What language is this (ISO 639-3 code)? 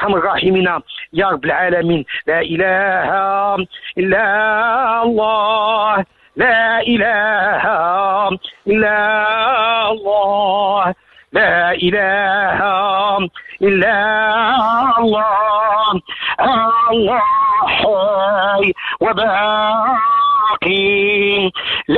ary